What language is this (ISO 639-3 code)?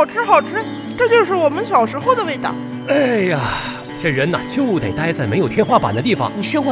zho